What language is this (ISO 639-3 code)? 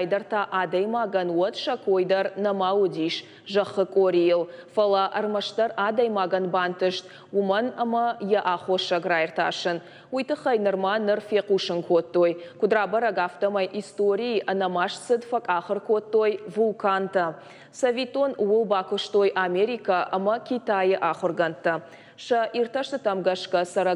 oss